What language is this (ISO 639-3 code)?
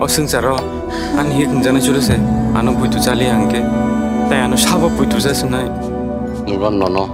trp